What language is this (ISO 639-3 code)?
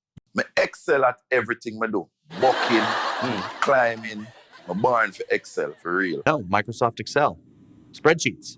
jam